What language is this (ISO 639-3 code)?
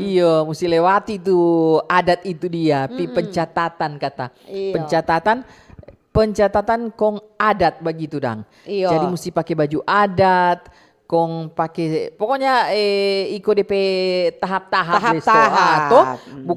xmm